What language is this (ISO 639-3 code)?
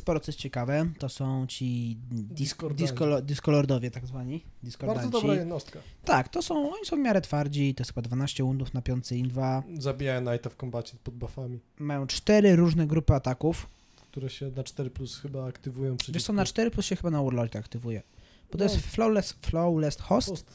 pol